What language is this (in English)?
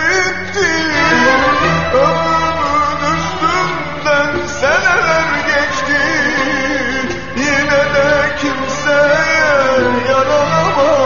Turkish